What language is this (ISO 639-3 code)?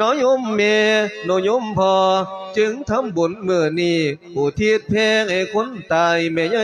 lao